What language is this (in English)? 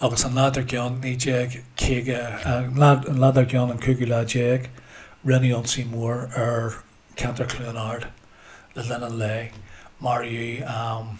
Irish